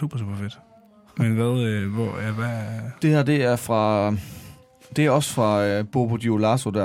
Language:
Danish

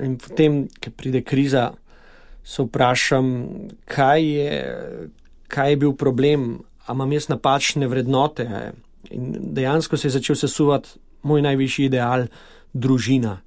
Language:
Slovenian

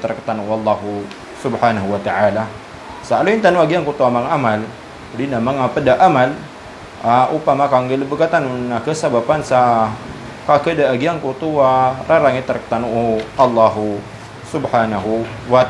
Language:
Maranao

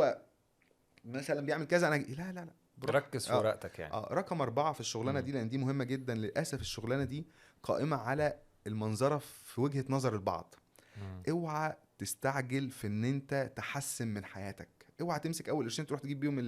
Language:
Egyptian Arabic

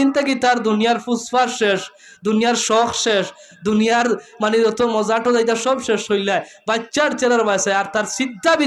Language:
Sylheti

